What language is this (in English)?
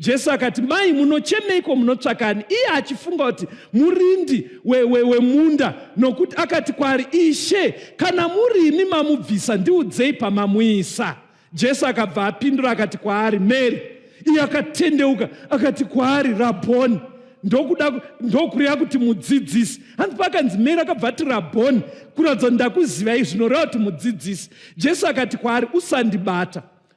Shona